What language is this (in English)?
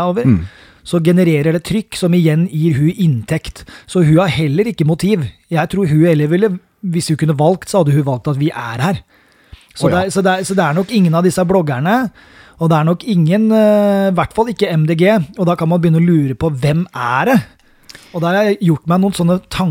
Norwegian